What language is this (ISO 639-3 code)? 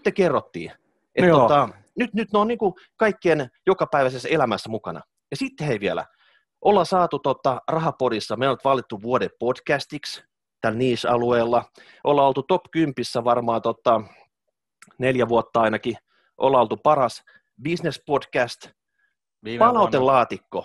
fin